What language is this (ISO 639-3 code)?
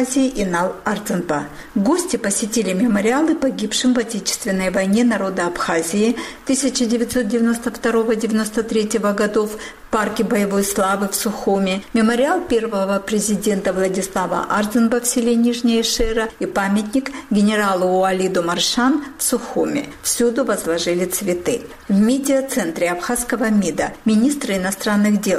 rus